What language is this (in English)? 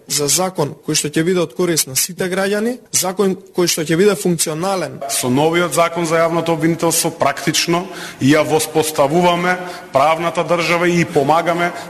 Macedonian